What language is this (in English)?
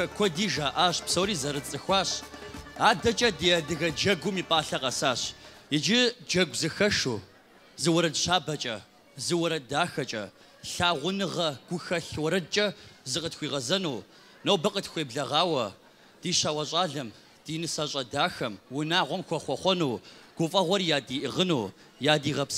Kabardian